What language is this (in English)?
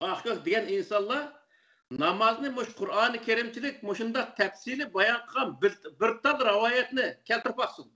Uyghur